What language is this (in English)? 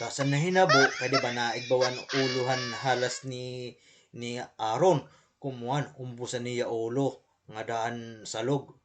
Waray